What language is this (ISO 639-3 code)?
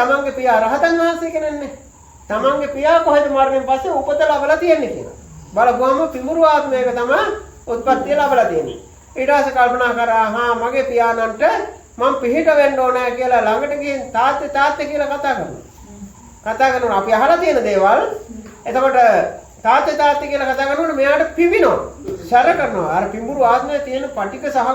sin